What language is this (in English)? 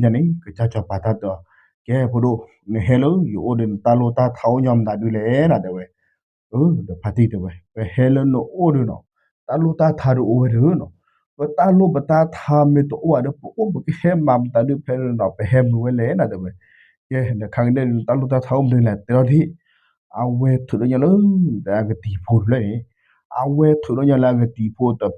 S'gaw Karen